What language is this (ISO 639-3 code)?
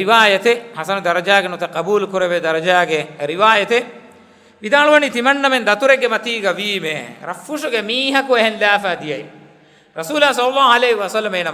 div